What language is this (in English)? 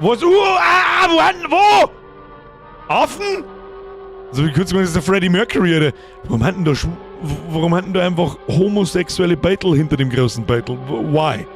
Bavarian